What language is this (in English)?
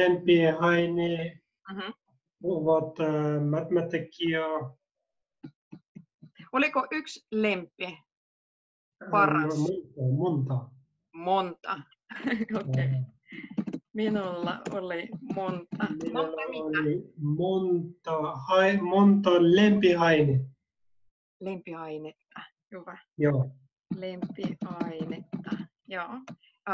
Finnish